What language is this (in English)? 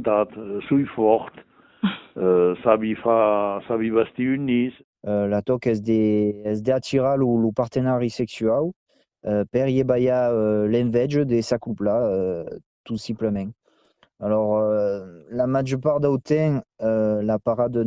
Occitan